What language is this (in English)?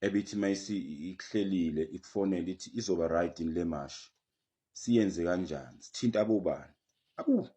Zulu